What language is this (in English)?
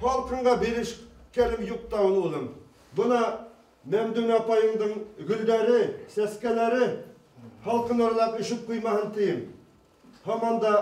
Bashkir